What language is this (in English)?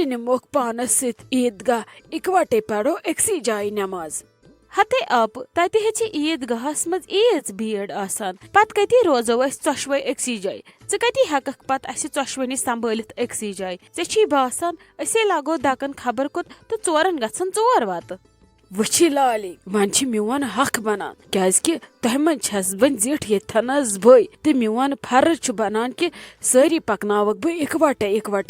Kashmiri